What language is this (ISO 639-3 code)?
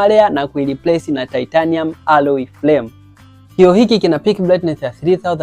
swa